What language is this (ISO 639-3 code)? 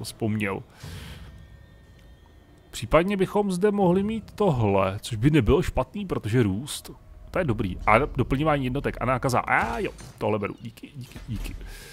ces